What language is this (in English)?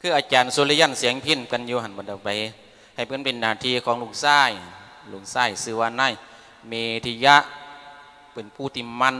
Lao